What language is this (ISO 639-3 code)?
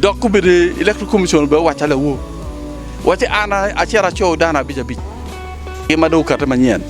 ach